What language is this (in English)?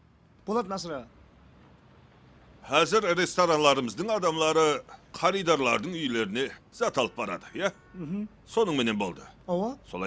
Kara-Kalpak